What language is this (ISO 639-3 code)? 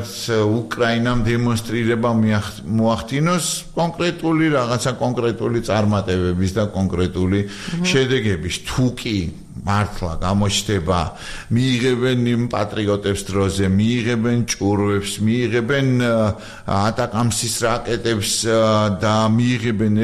kat